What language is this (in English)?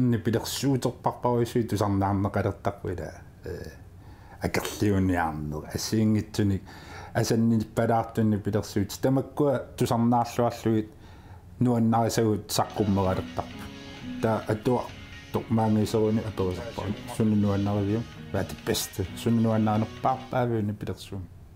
Kalaallisut